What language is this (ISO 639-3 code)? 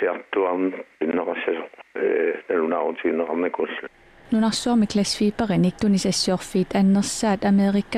kal